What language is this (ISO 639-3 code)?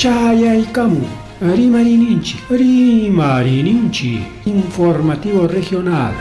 quy